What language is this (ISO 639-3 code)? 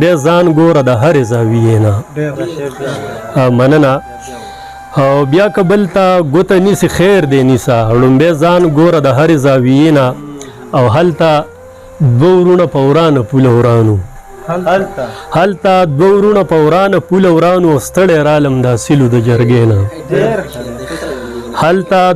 pus